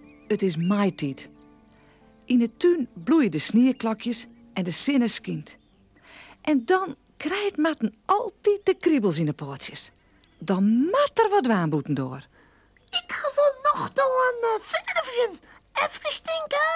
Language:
Western Frisian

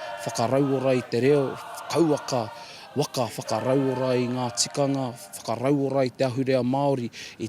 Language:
Māori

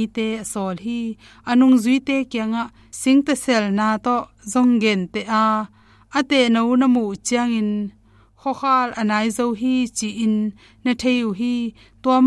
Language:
Tedim Chin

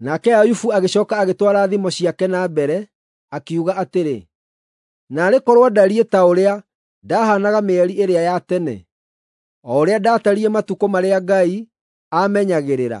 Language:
Kikuyu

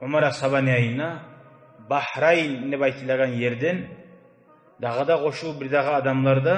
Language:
Kumyk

